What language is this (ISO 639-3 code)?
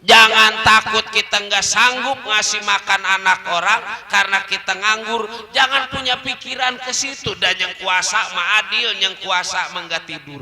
bew